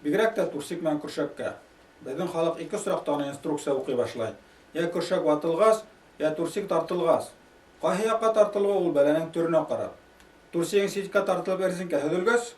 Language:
Bashkir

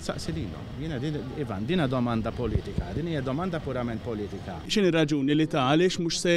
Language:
Maltese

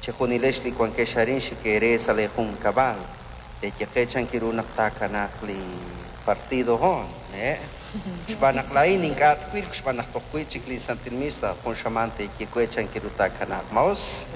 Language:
Kekchí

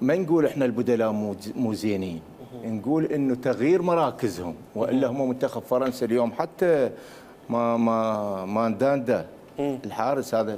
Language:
Mesopotamian Arabic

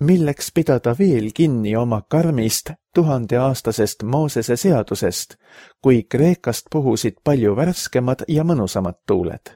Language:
Estonian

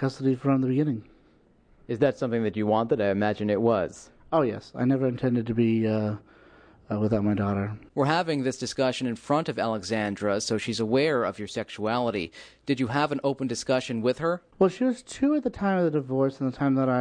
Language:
English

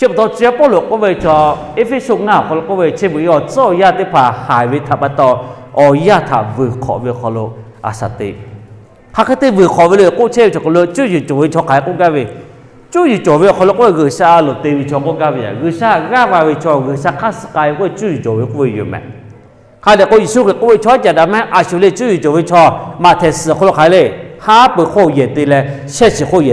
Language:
Lahu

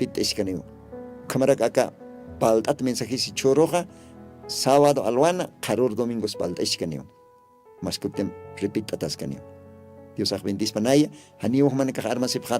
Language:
Aymara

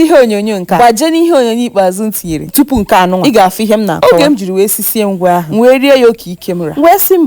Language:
Igbo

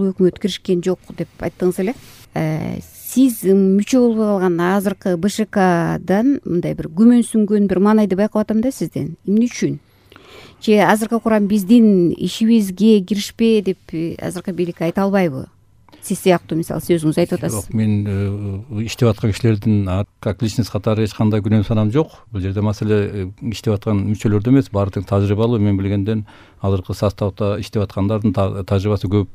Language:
Kyrgyz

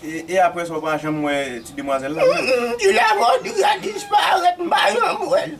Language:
Haitian Creole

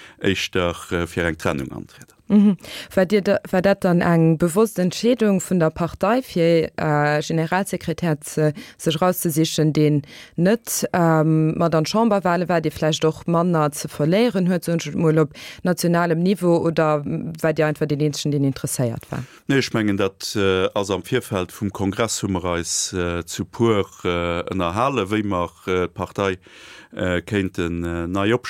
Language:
Luxembourgish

